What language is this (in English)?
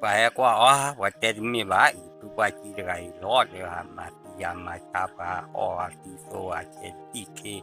S'gaw Karen